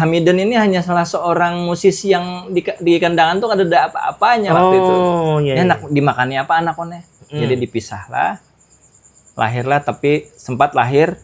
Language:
Banjar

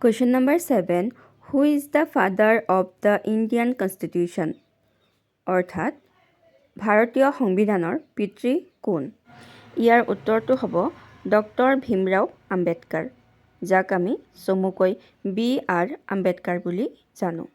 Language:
Assamese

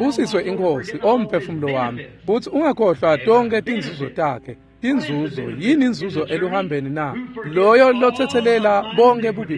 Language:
Swati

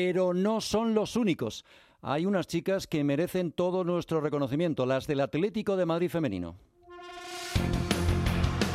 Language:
Spanish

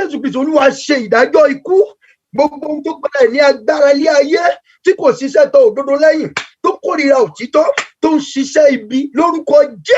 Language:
Yoruba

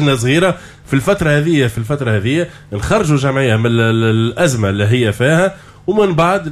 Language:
Tunisian Arabic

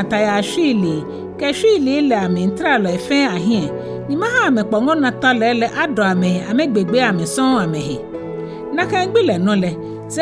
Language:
Ga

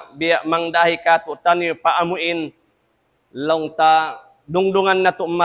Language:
Tausug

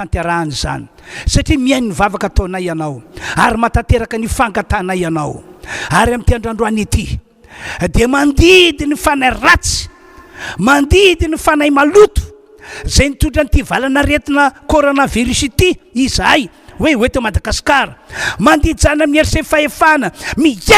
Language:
Malagasy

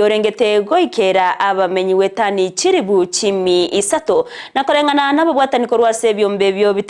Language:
Gusii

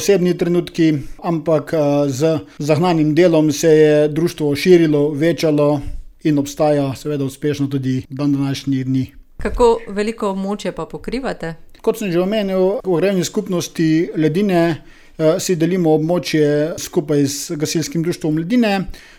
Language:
Slovenian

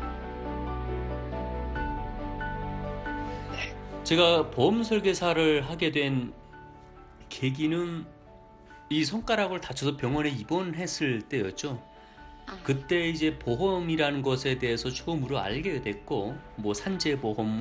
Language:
Korean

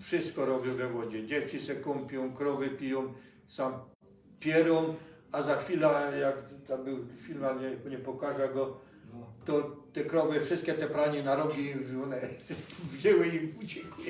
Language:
Silesian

